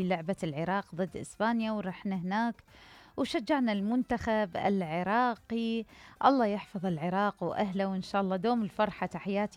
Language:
Mesopotamian Arabic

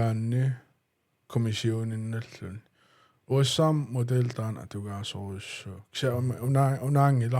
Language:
Kalaallisut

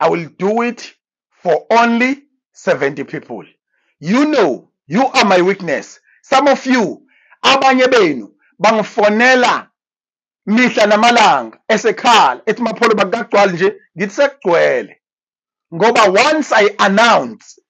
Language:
Zulu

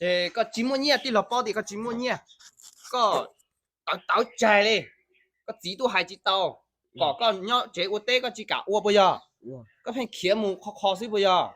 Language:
Hmong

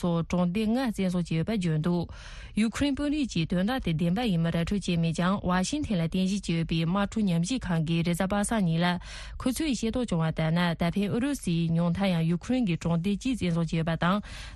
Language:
Tibetan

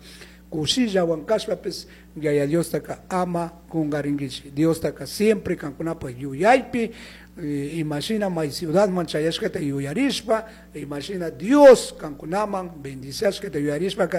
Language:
Chimborazo Highland Quichua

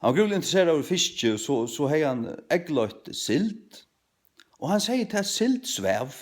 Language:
Faroese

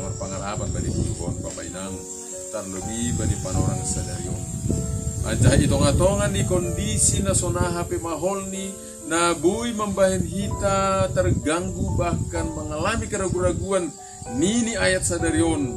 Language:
Batak Simalungun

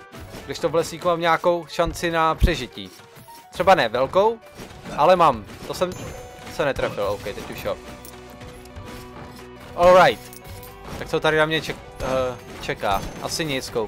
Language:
Czech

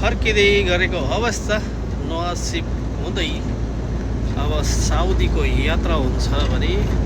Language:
Nepali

